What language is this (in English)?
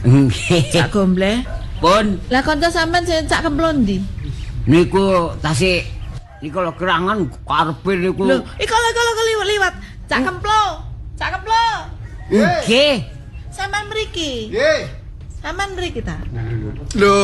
Javanese